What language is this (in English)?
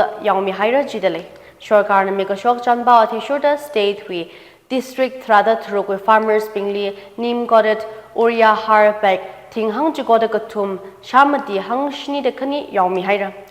Tangkhul Naga (India)